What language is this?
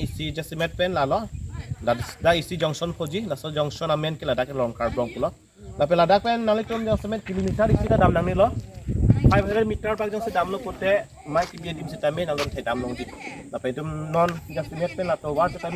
Karbi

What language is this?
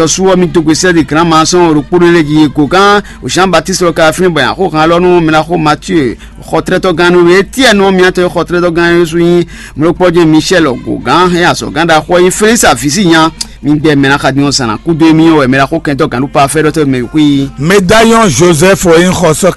Fon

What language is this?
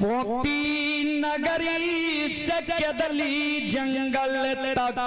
Maithili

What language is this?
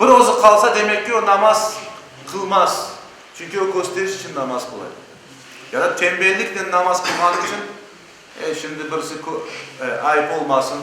Crimean Tatar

